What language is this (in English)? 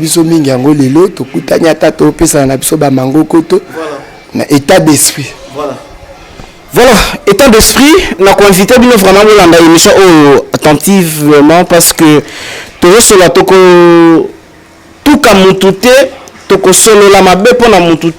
Lingala